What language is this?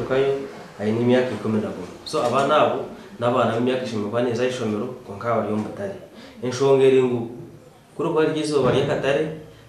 Nyankole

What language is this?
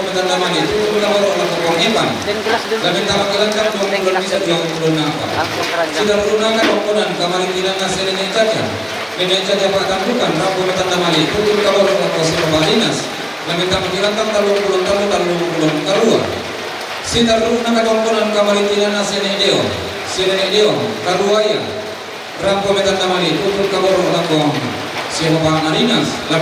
Toraja-Sa'dan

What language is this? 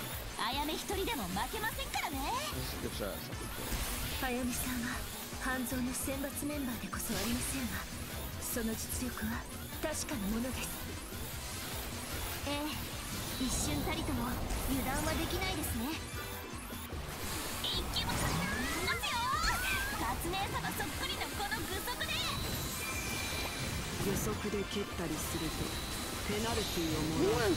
Japanese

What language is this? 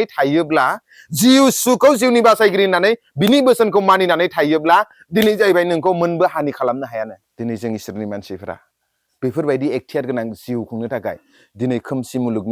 Bodo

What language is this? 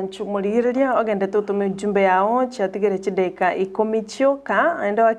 Gusii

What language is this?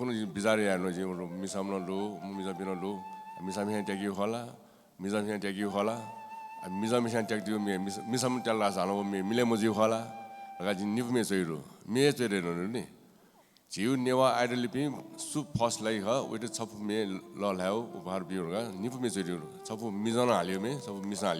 Newari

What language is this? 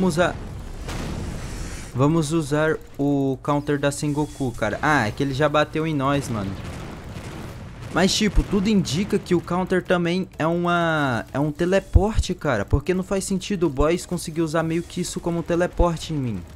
Portuguese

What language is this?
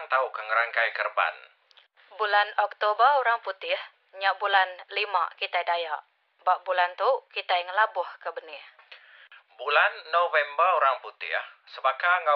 Iban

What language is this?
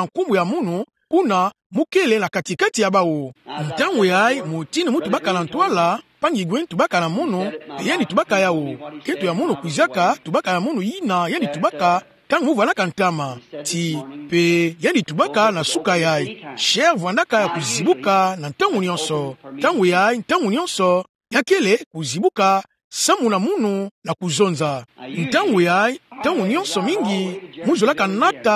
Kituba (Democratic Republic of Congo)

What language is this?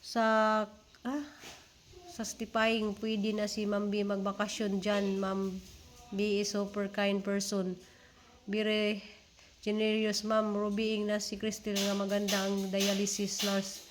Cebuano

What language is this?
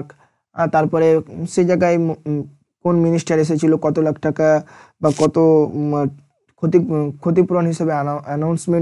Bangla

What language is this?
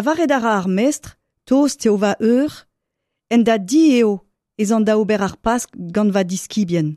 Breton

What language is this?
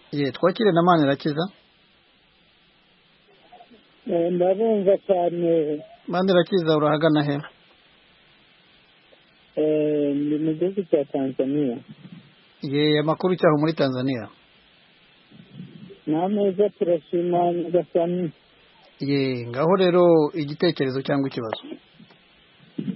Kinyarwanda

